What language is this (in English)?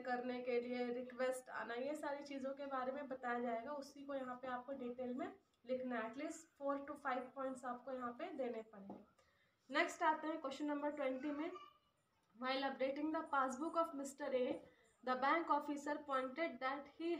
Hindi